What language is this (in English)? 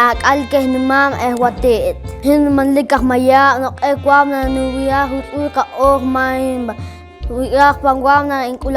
Poqomchi'